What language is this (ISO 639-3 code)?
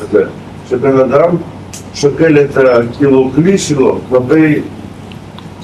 heb